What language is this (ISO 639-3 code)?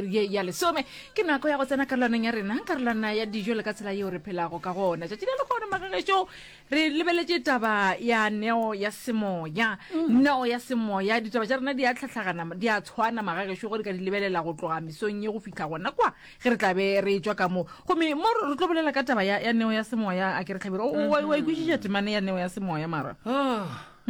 nso